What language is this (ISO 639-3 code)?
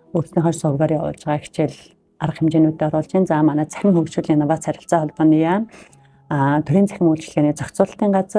mon